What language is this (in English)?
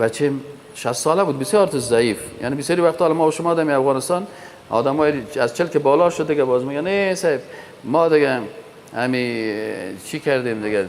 Persian